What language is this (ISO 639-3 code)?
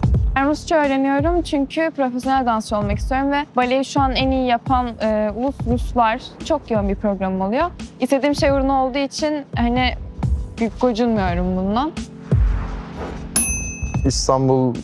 tur